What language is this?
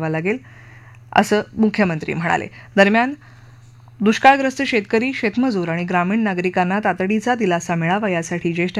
Marathi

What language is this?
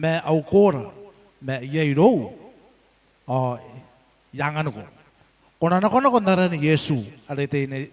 Gilbertese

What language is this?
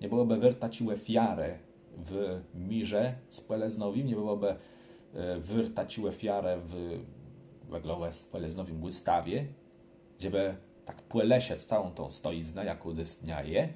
Kashubian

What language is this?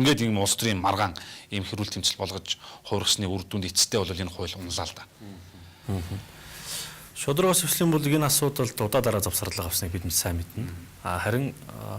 Mongolian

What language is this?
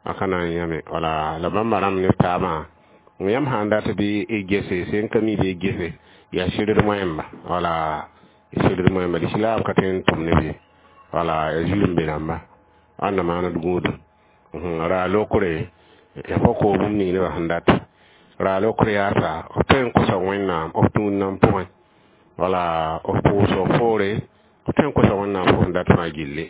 Mossi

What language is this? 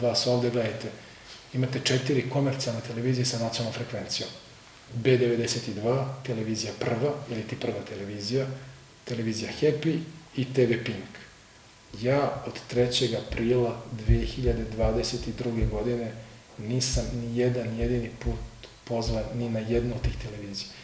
Serbian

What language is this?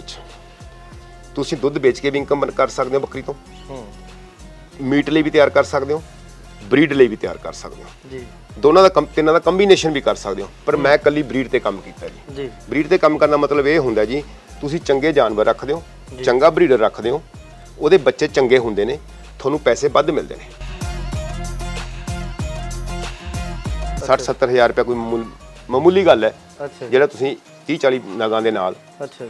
Punjabi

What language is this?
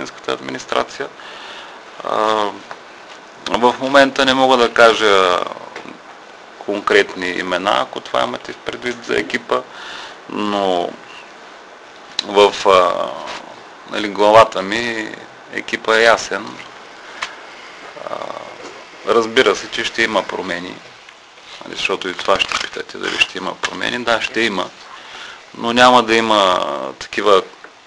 Bulgarian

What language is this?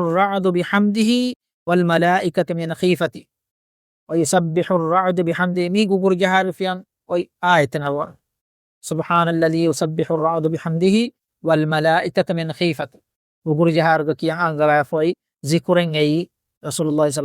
Divehi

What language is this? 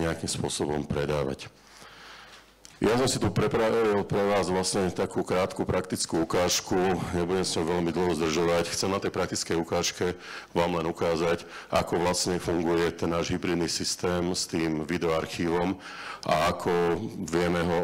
Slovak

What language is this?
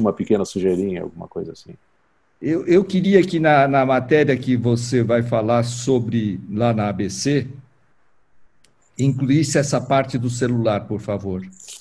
Portuguese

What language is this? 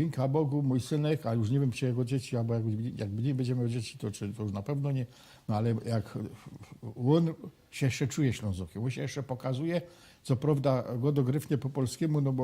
Silesian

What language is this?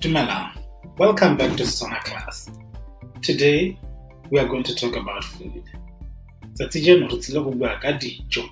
Tswana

